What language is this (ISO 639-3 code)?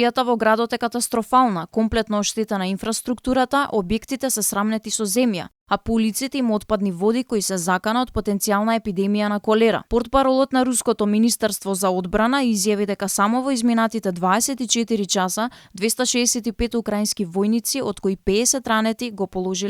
mkd